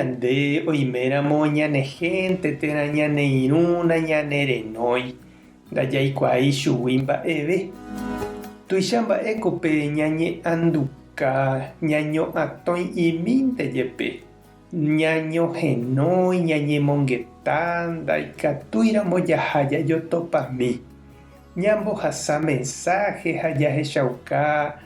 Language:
Guarani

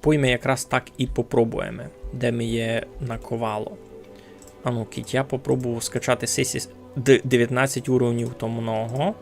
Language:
Rusyn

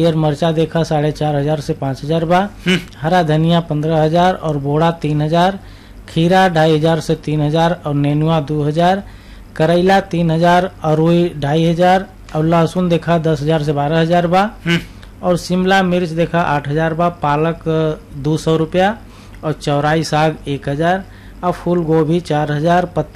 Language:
Bhojpuri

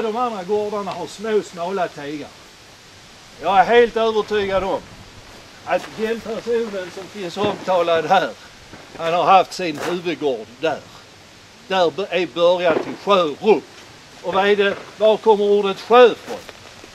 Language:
Swedish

